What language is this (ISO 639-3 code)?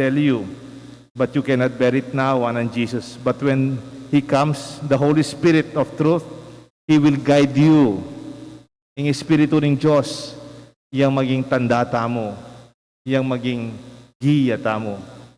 pam